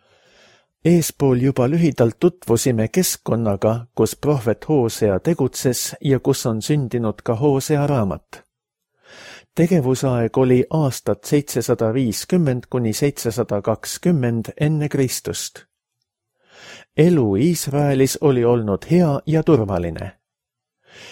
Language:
Estonian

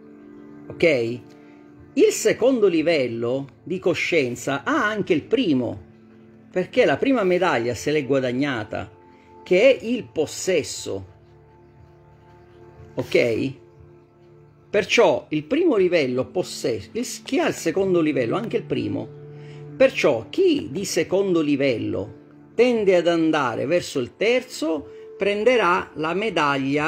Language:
Italian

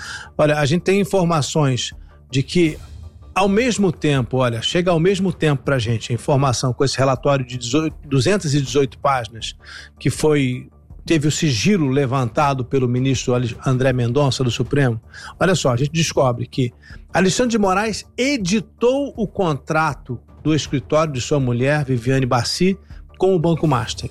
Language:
Portuguese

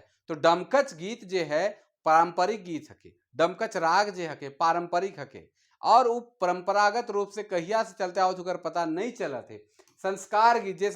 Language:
Sadri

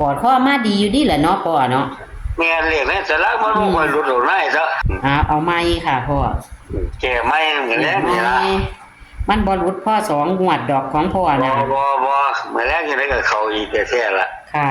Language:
Northeastern Thai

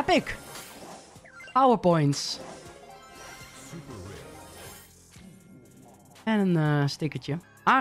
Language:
Dutch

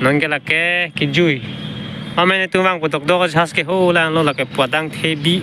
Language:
Karbi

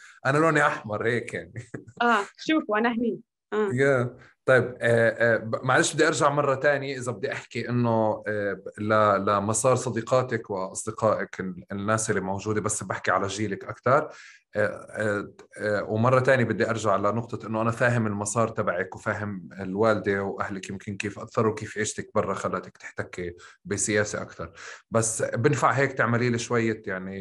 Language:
North Levantine Arabic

